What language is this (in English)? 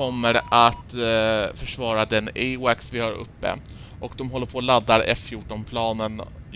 Swedish